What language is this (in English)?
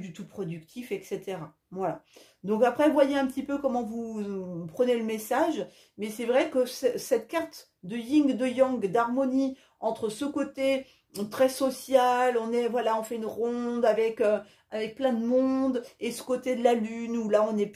French